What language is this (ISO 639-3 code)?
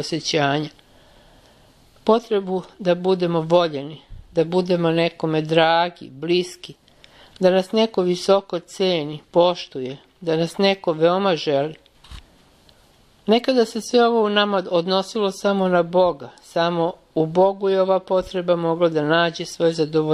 srp